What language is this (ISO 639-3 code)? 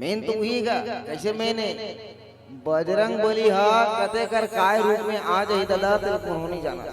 hne